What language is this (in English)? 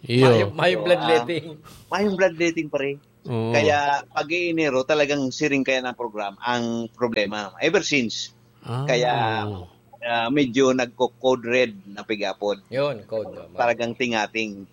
Bikol